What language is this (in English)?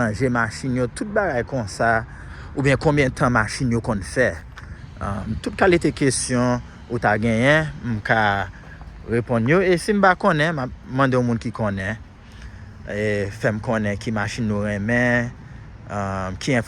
Haitian Creole